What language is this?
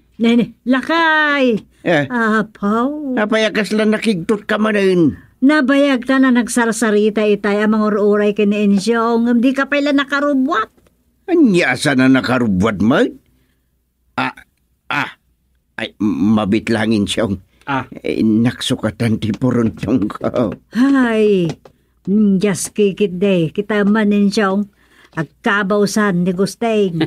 Iloko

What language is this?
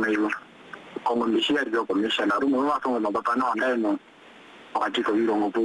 Swahili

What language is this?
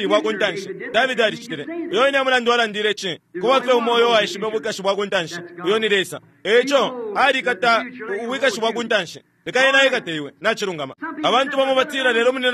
Bemba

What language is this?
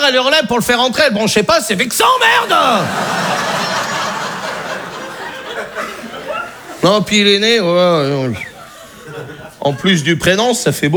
French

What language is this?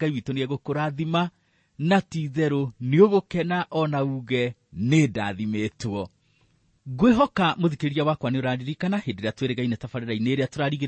Kikuyu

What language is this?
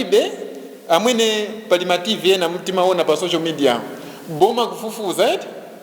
Nyanja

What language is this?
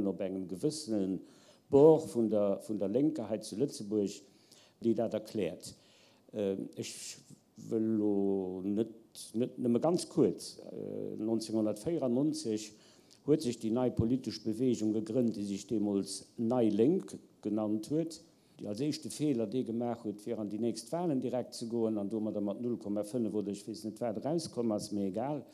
Luxembourgish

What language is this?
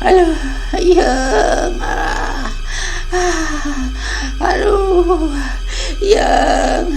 Sundanese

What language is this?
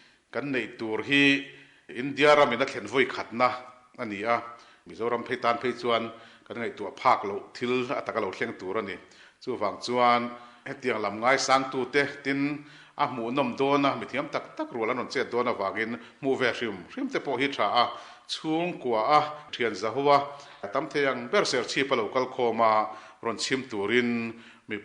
Mizo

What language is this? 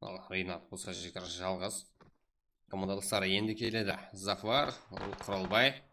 Kara-Kalpak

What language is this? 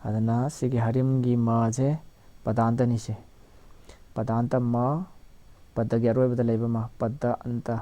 Manipuri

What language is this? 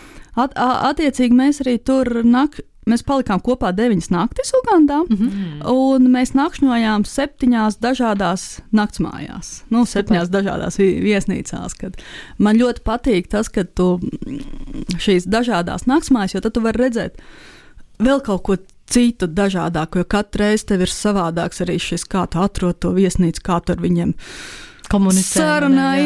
Latvian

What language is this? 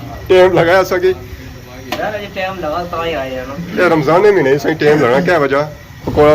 Pahari-Potwari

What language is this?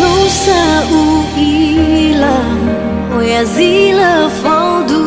Nias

